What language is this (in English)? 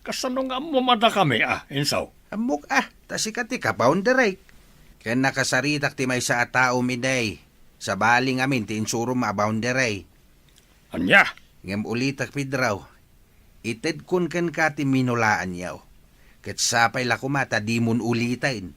Iloko